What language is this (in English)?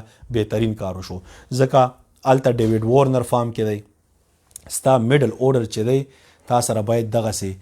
Pashto